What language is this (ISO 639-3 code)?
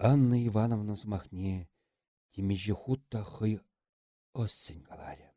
chv